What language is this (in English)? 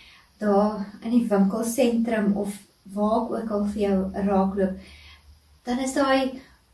Afrikaans